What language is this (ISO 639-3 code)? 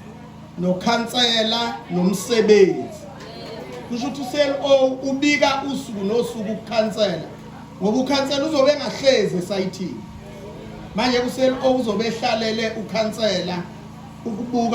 zul